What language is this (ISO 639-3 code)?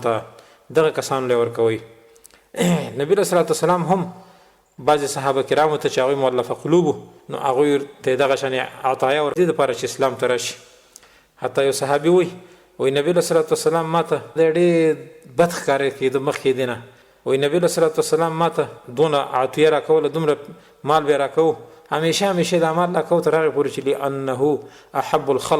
pus